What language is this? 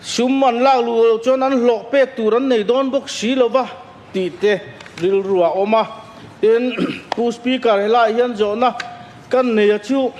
Mizo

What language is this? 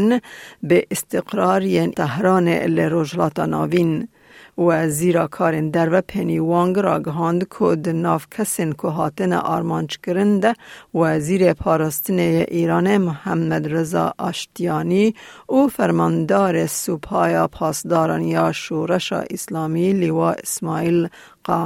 Kurdish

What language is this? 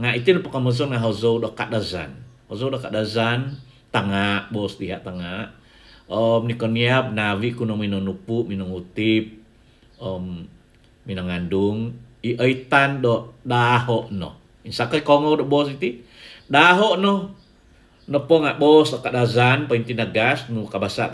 Central Dusun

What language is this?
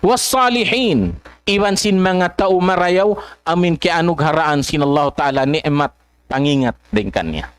Tausug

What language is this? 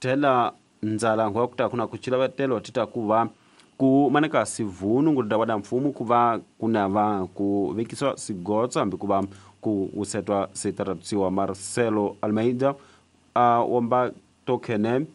Tsonga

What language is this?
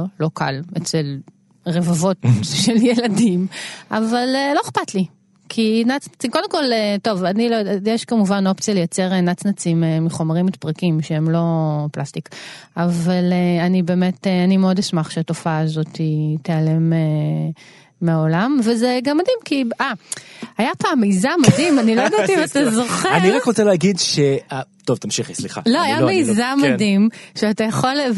Hebrew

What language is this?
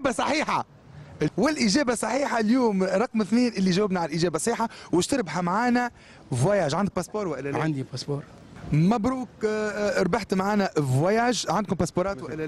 Tunisian Arabic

